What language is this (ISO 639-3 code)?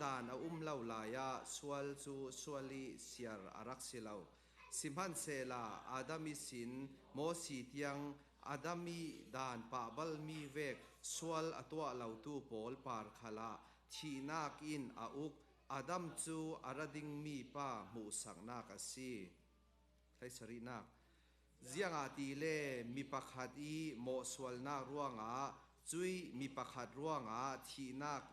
cfm